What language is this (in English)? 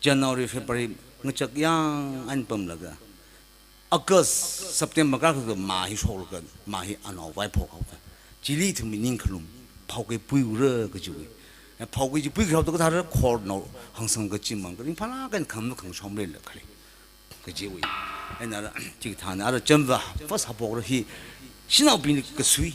Tangkhul Naga (India)